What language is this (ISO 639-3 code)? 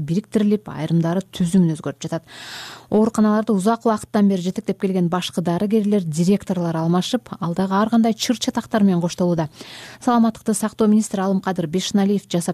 kir